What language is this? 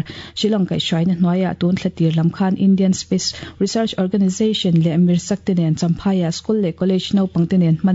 Mizo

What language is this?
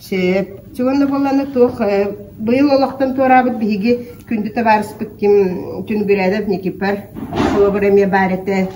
Yakut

